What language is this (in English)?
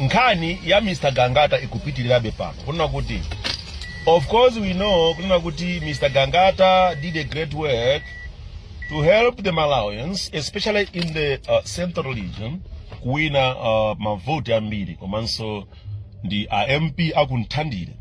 Nyanja